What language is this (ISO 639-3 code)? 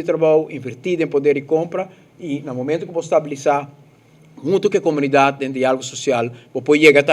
pap